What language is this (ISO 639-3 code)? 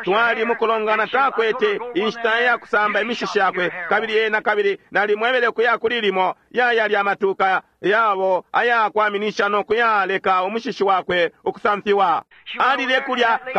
bem